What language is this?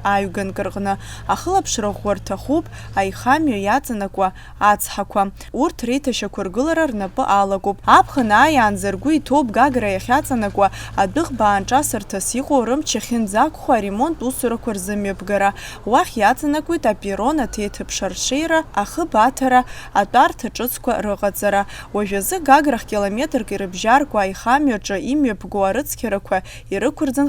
Abkhazian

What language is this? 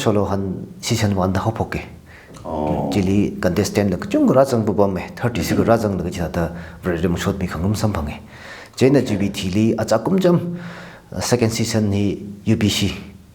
Tangkhul Naga (India)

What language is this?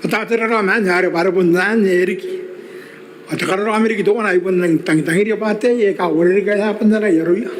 Gilbertese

